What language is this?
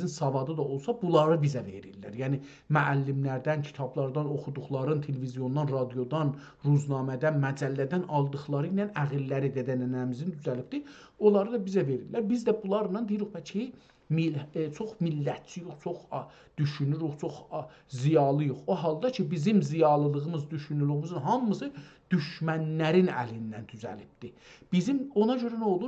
South Azerbaijani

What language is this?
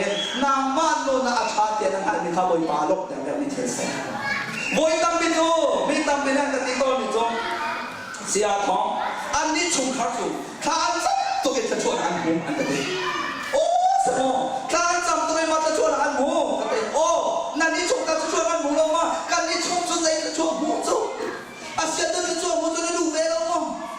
Hakha Chin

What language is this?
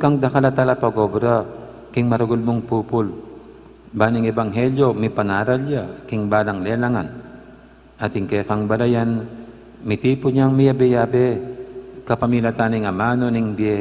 Pampanga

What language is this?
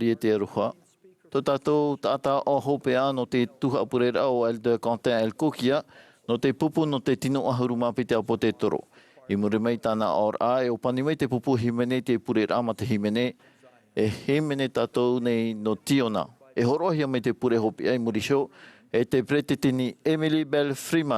Tahitian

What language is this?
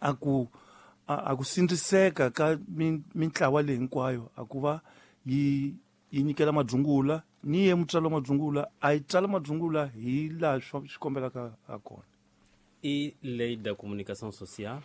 Tsonga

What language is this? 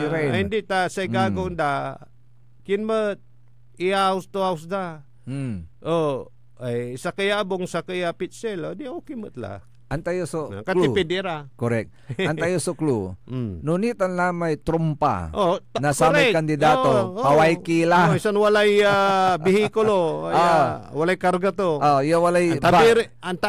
Pangasinan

